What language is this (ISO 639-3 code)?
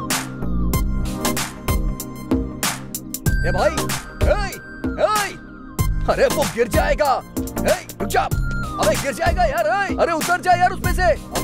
hin